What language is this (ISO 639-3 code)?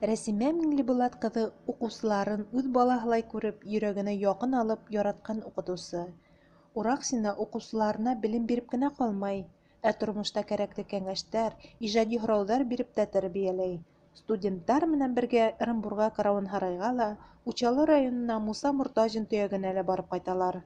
bak